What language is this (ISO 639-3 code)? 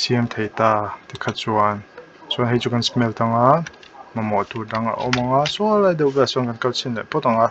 lus